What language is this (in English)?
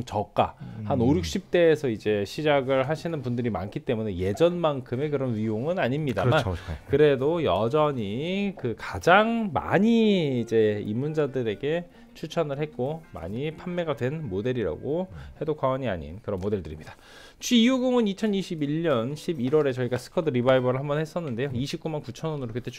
Korean